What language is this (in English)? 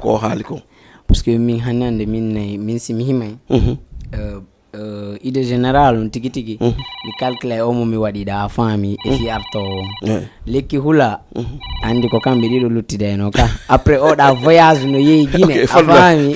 Fula